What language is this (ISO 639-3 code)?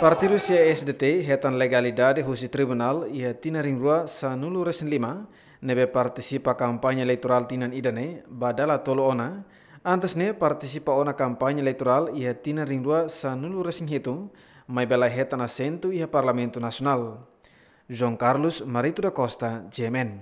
tet